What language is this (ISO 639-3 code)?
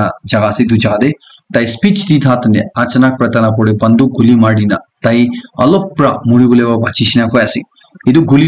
nag